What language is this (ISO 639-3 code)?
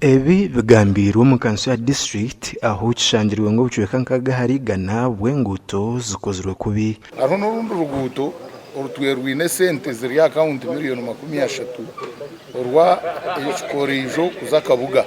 nyn